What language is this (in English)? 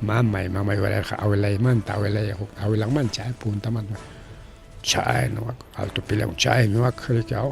Ayacucho Quechua